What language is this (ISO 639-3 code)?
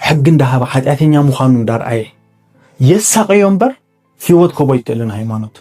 tir